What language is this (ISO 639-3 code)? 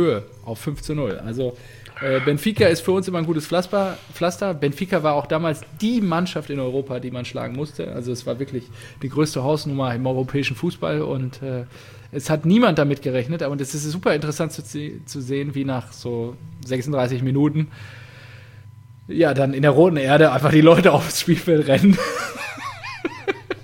deu